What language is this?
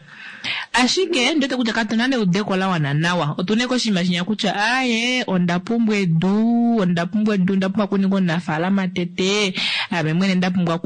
Kuanyama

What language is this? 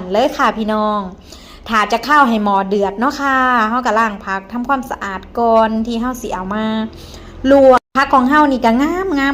Northeastern Thai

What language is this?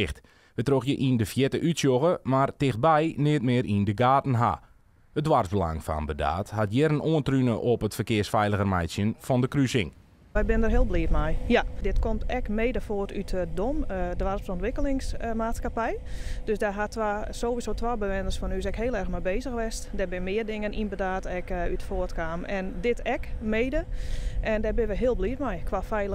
Western Frisian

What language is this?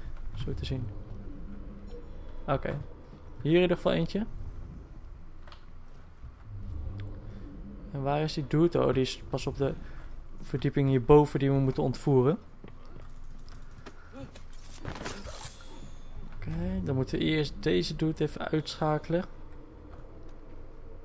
Dutch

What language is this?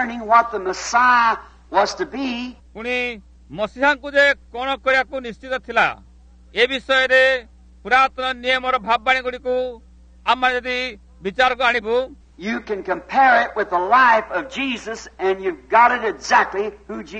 Odia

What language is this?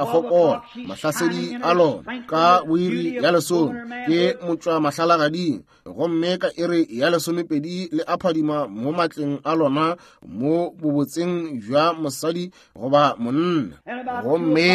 Northern Sotho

